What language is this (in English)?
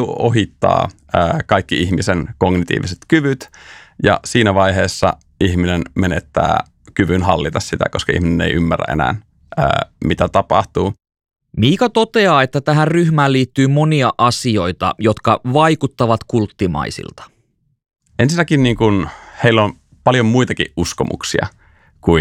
Finnish